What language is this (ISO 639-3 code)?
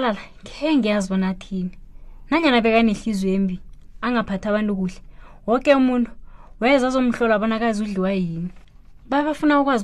nbl